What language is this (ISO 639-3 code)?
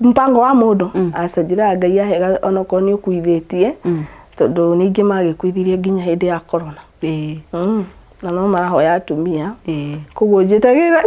kik